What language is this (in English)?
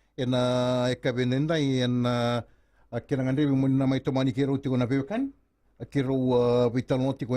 Fijian